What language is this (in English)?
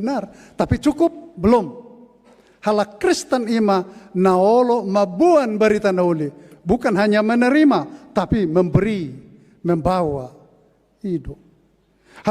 Batak Toba